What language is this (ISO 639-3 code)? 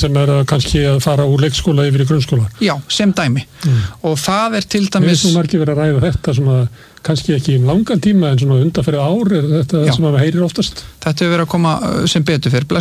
isl